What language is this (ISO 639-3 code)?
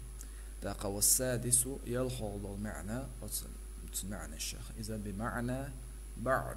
che